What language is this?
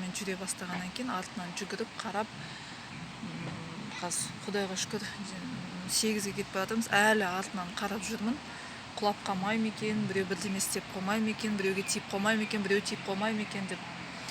Kazakh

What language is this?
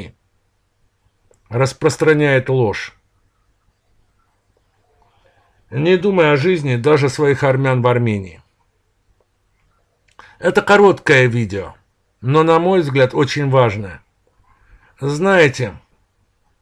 Russian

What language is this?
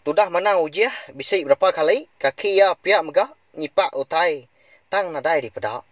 Iban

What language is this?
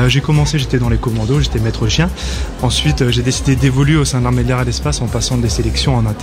French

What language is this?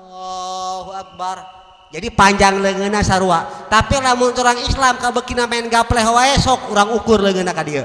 Sundanese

